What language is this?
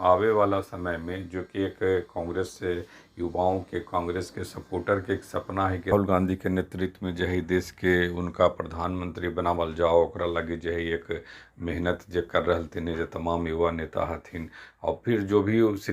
Magahi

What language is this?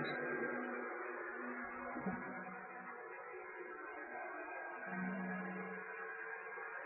Gujarati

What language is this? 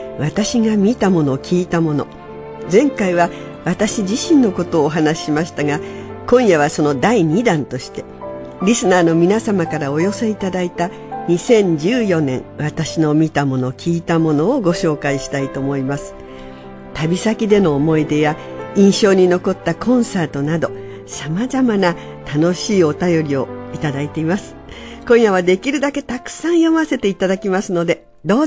Japanese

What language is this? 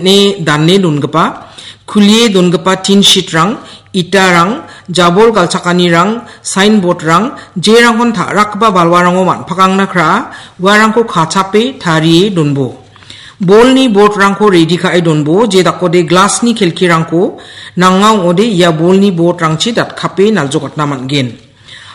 Garo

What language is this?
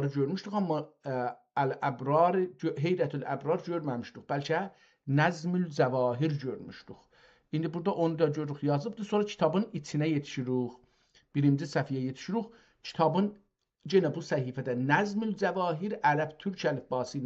South Azerbaijani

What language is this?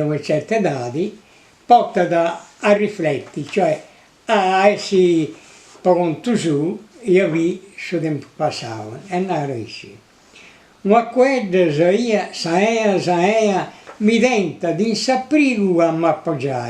Sardinian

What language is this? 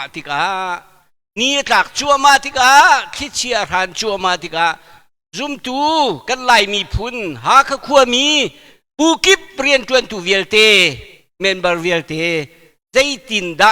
Hakha Chin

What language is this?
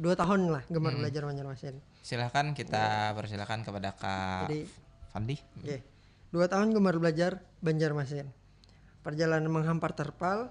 Banjar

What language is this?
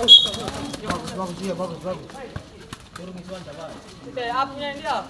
Ambonese Malay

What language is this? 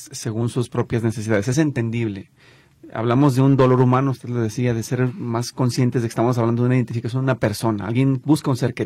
Spanish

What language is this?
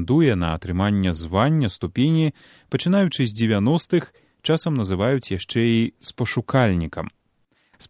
Belarusian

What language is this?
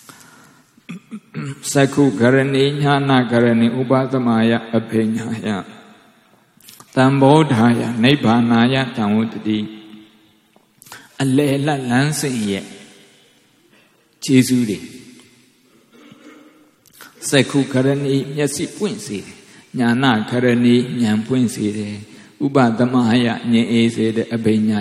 Burmese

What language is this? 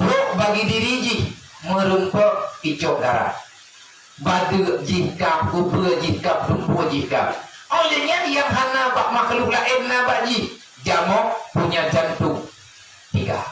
Achinese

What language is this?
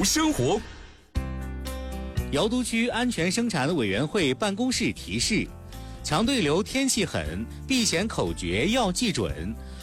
Chinese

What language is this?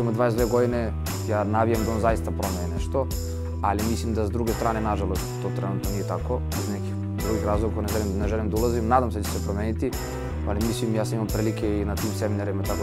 Serbian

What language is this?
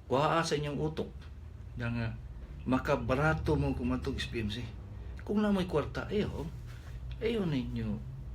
Cebuano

